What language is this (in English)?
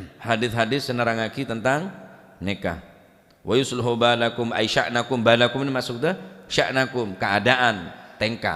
Madurese